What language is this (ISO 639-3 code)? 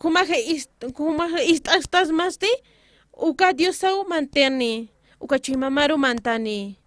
aym